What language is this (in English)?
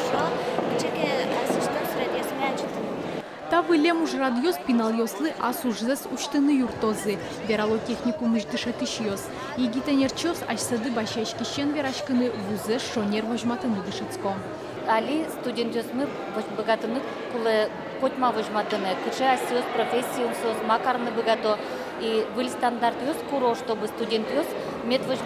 Udmurt